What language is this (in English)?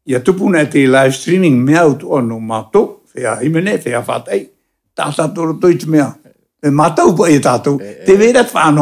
Tahitian